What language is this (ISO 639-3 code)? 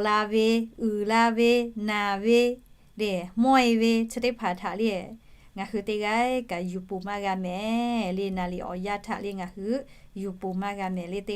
lhu